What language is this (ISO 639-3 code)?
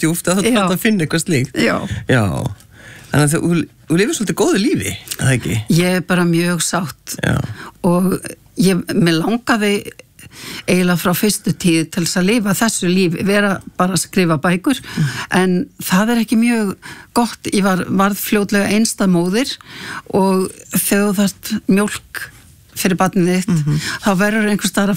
isl